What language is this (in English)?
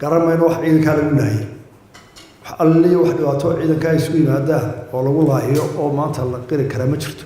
Somali